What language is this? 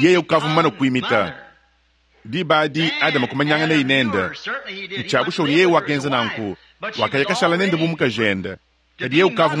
Luba-Lulua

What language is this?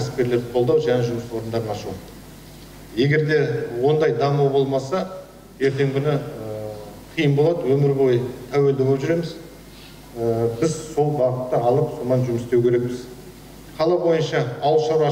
Kazakh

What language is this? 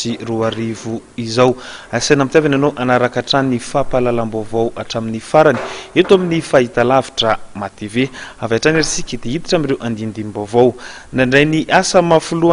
Malagasy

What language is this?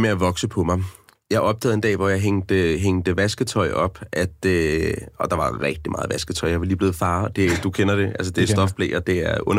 Danish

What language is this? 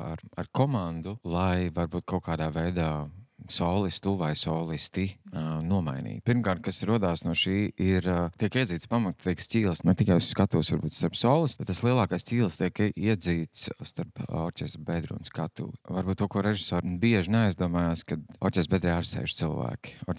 Latvian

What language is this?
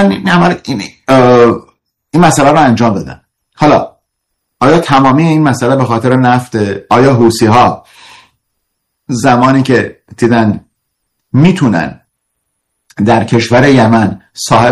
Persian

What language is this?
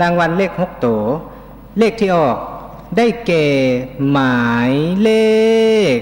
Lao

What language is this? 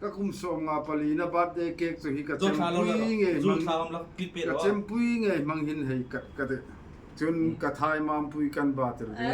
Hmar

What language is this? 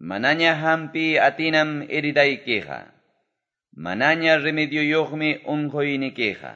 Quechua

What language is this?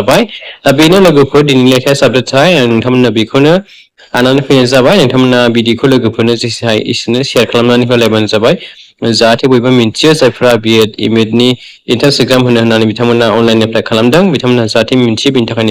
Bodo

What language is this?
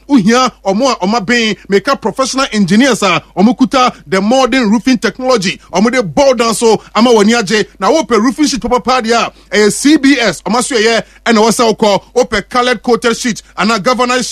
Akan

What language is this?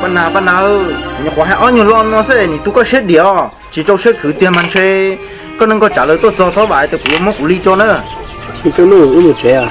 Hmong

